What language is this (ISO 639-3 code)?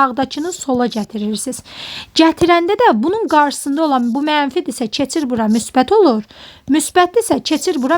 aze